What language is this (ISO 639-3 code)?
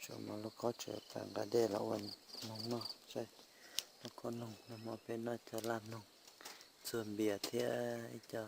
hmn